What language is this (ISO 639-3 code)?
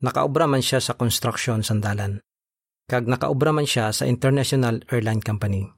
hil